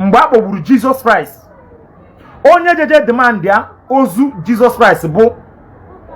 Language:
Igbo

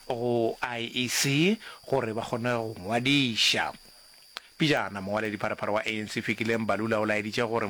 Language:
Northern Sotho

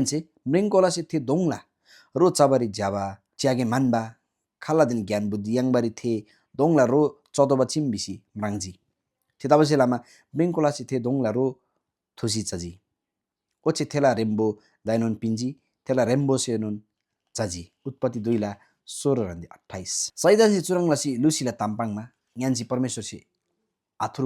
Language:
Eastern Tamang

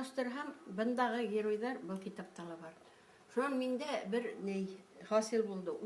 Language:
Bashkir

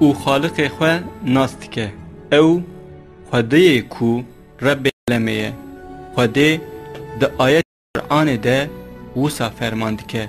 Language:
Kurdish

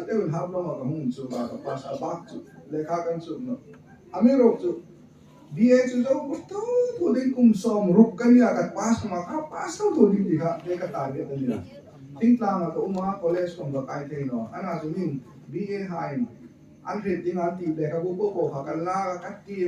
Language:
Hmar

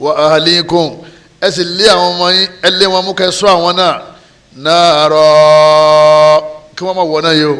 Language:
Yoruba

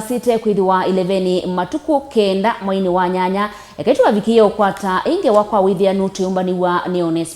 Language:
Kamba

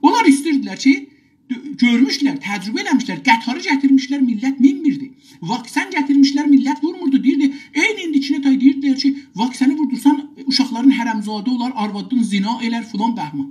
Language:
South Azerbaijani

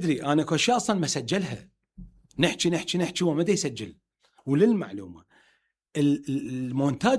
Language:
Mesopotamian Arabic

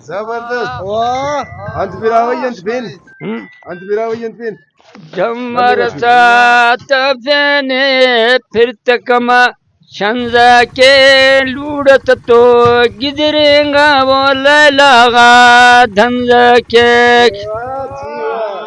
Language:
Brahui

